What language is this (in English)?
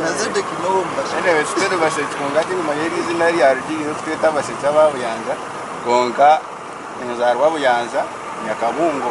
Nyankole